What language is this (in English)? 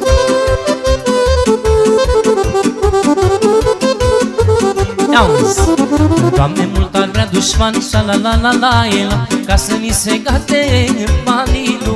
Romanian